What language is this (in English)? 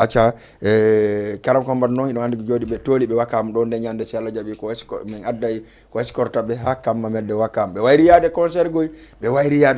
Fula